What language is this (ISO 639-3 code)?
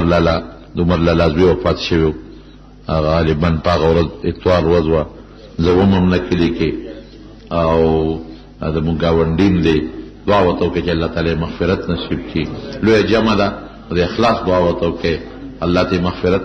pus